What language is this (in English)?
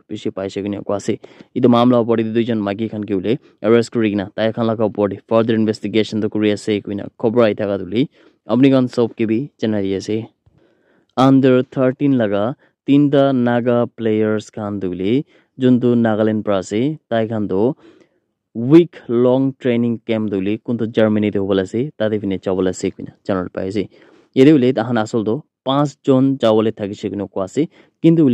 Naga Pidgin